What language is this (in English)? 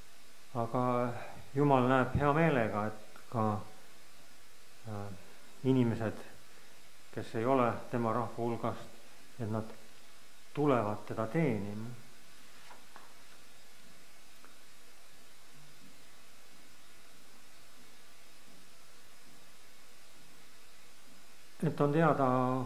Estonian